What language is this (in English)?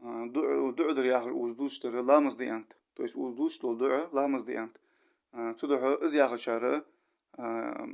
Ingush